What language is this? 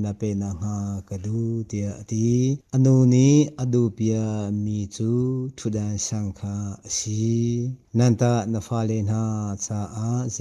Hakha Chin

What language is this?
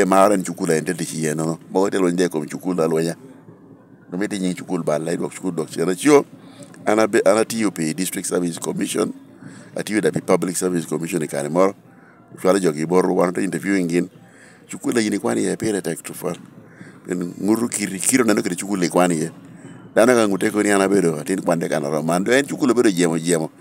Lango (Uganda)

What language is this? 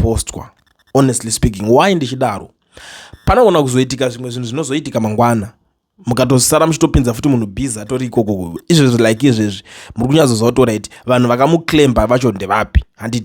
Shona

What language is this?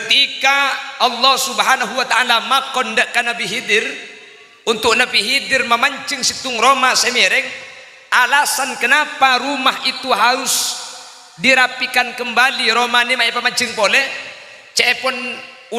Madurese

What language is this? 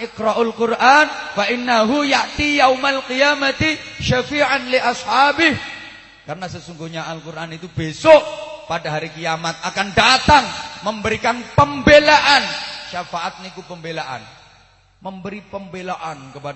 Javanese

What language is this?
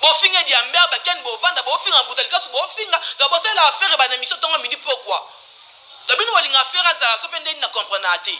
Lingala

